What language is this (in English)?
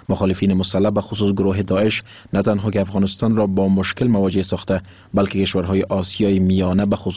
Persian